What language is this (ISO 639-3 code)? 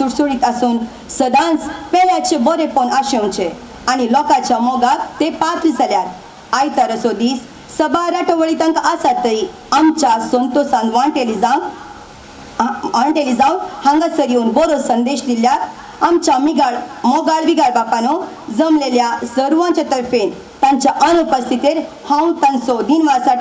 kok